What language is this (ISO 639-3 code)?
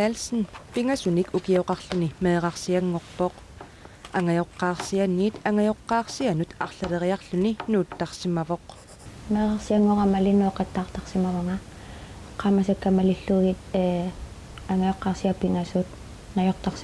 kal